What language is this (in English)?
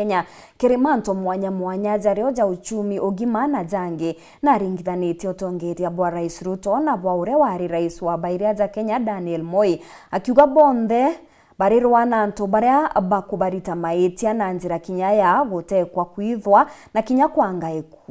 Meru